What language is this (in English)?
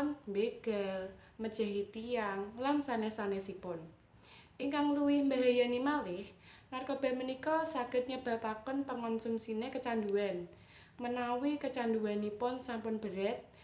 Javanese